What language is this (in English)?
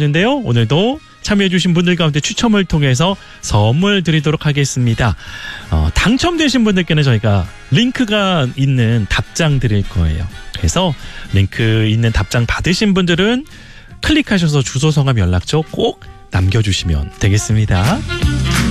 Korean